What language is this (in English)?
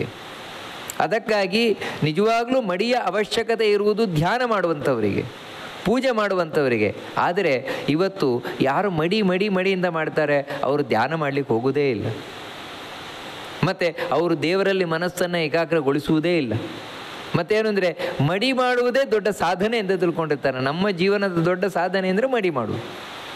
Kannada